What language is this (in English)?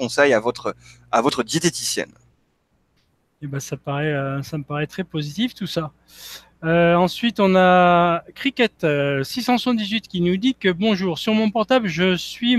French